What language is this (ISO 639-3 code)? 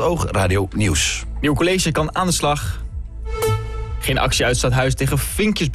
nld